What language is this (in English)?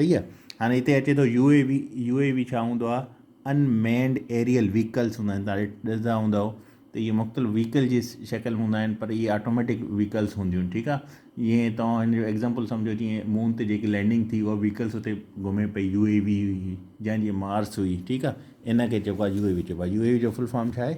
Sindhi